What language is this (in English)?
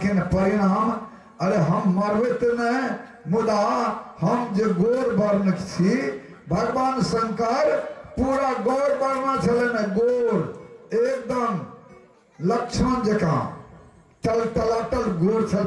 Maithili